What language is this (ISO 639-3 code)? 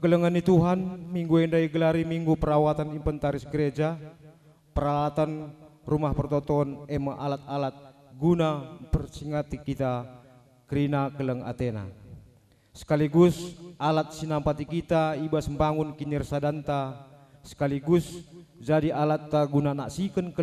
btx